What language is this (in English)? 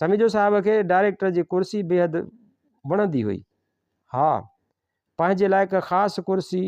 Sindhi